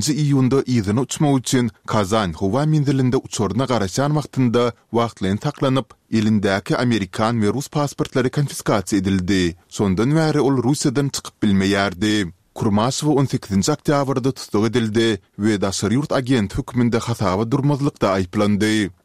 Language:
Turkmen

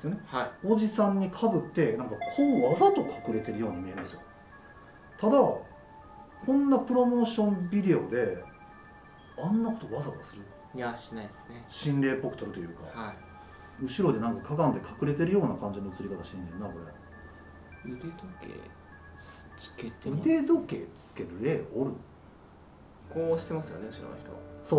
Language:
Japanese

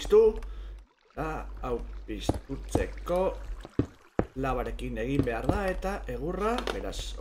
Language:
Basque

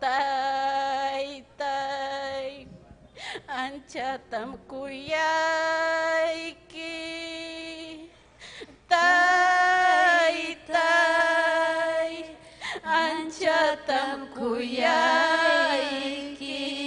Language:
Ayacucho Quechua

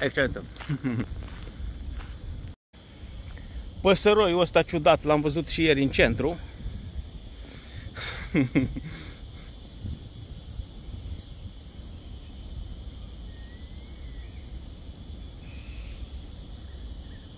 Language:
Romanian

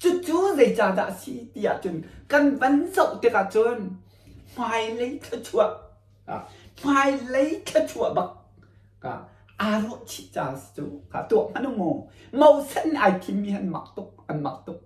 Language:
Hakha Chin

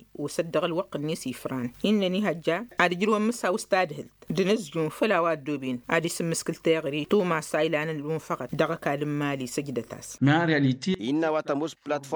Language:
Tamasheq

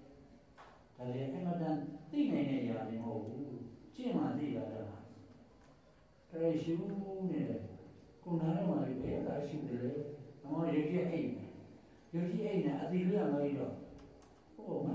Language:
Burmese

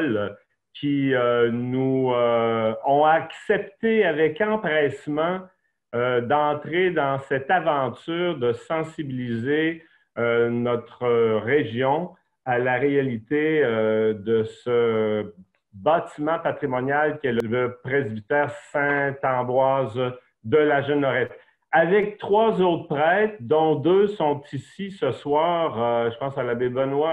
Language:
French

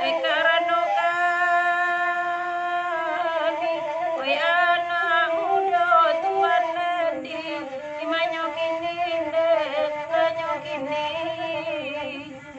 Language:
Minangkabau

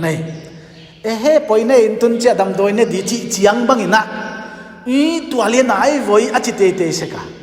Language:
Paite Chin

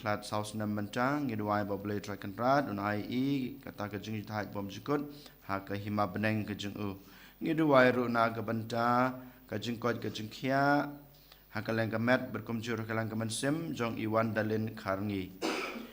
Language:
Khasi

